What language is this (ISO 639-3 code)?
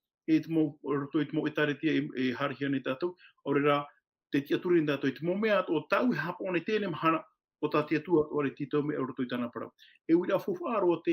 tah